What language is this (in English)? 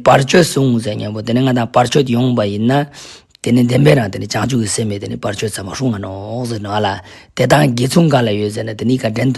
Ladakhi